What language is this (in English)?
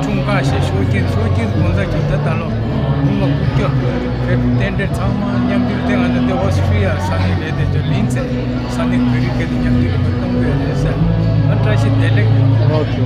Tibetan